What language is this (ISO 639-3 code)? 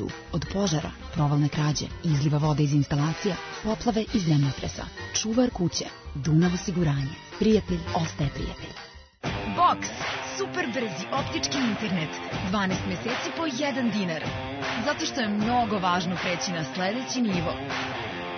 srp